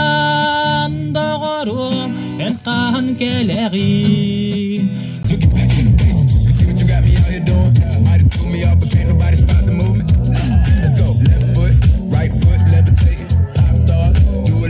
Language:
Yakut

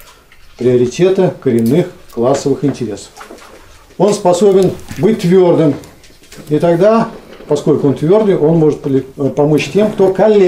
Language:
Russian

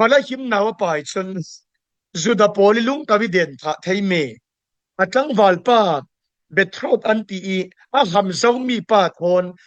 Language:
Falam Chin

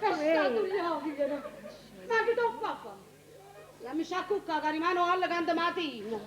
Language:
Neapolitan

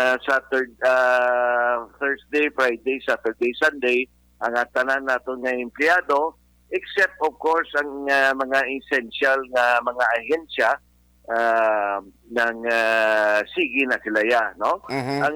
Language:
Hiligaynon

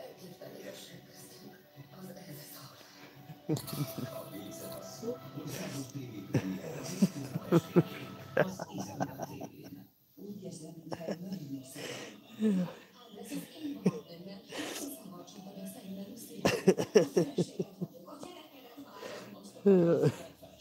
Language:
Hungarian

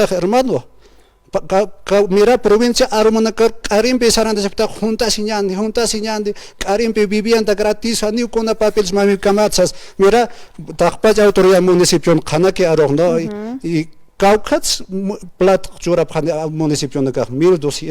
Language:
Aymara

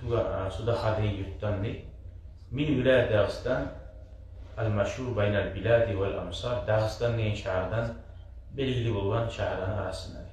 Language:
Kumyk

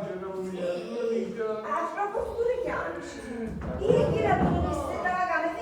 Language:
Sicilian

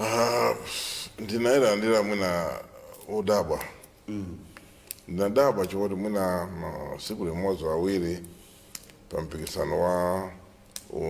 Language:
Nyanja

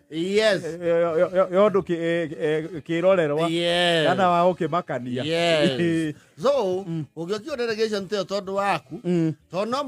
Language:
Kikuyu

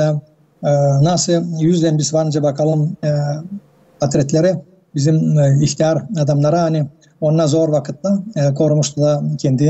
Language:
Gagauz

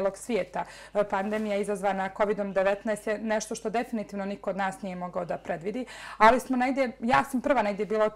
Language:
Bosnian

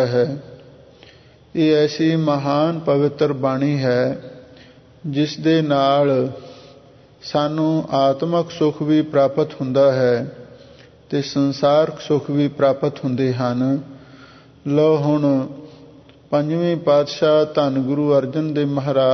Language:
Punjabi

